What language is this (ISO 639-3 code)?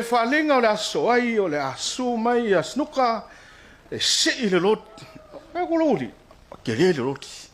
smo